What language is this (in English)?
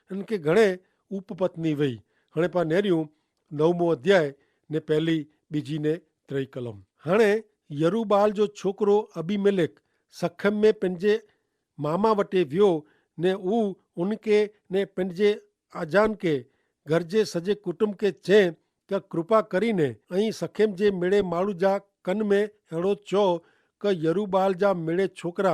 Kachhi